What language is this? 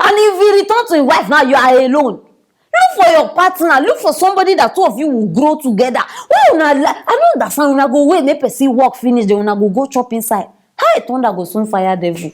Nigerian Pidgin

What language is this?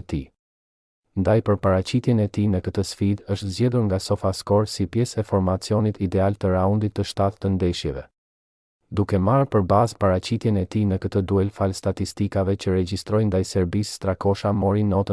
Albanian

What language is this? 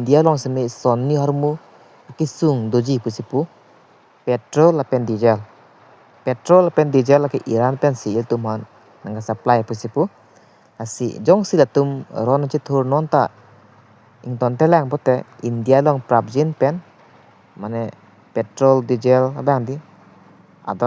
Karbi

